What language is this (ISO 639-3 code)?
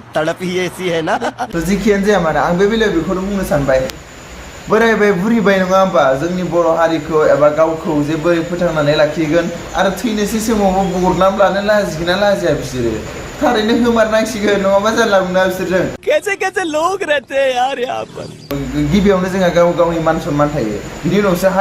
brx